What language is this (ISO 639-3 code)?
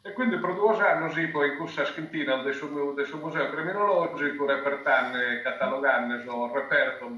srd